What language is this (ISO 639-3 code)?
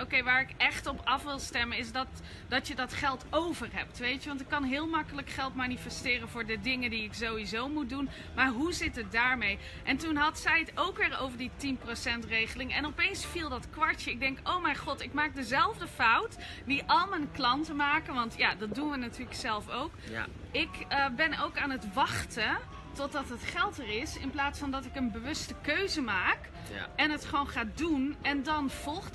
nld